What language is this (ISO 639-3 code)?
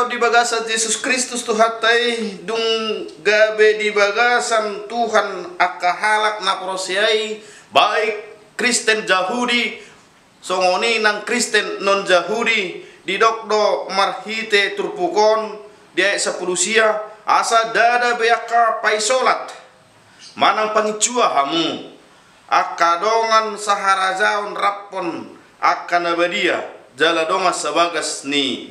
bbc